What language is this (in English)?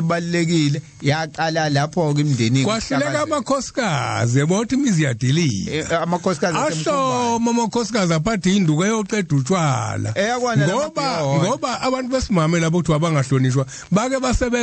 Zulu